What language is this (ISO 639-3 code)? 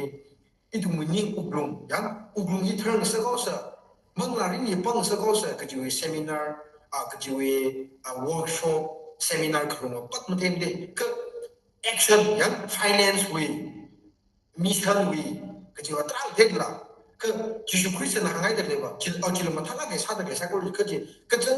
nmf